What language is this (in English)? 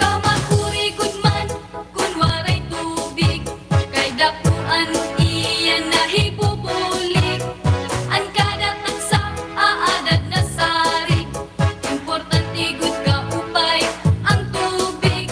Waray